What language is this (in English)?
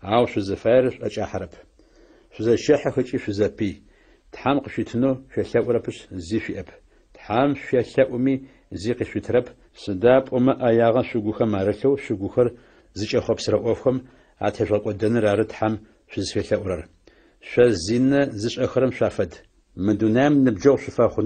Adyghe